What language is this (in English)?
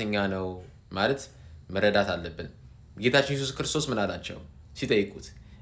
Amharic